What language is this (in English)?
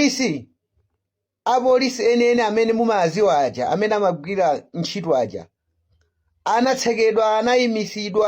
Nyanja